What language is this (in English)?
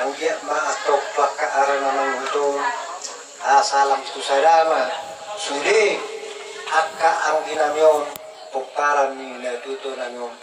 Batak Toba